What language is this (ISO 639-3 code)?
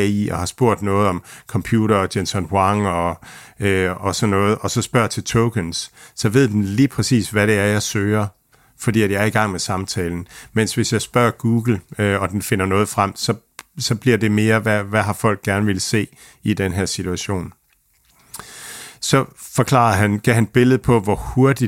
dan